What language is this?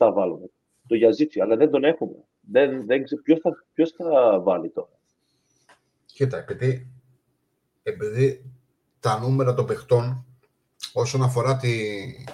Greek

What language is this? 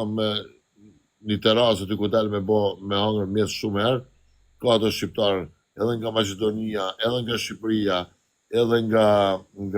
Albanian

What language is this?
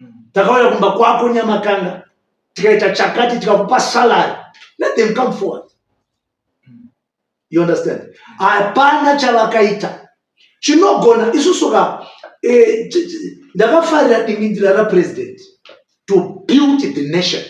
Shona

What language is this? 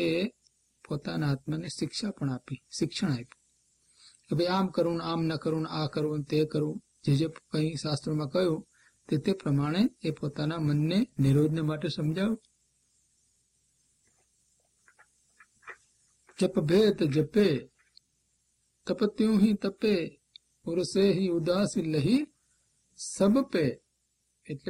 Gujarati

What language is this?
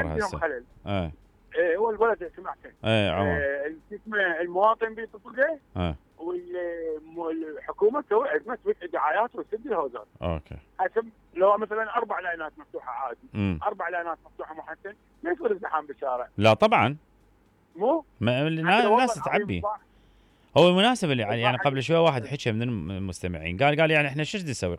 Mesopotamian Arabic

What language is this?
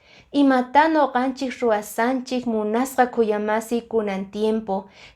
Quechua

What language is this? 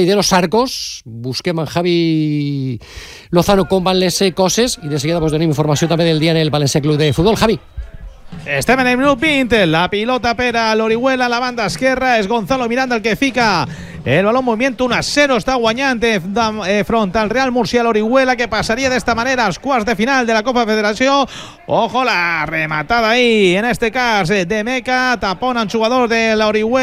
Catalan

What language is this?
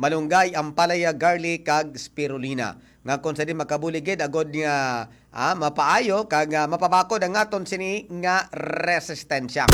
Hiligaynon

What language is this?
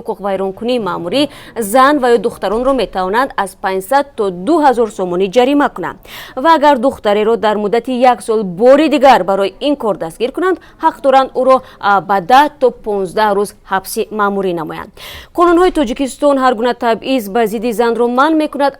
Tajik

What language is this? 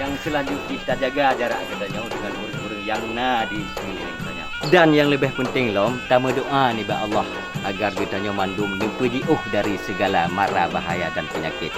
Achinese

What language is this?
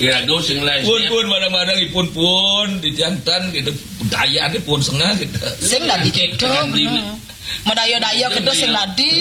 Balinese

